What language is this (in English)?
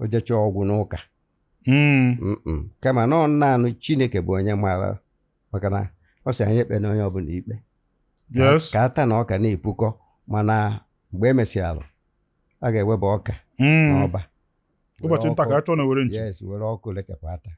Igbo